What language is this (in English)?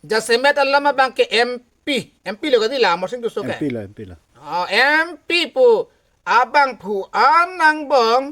Karbi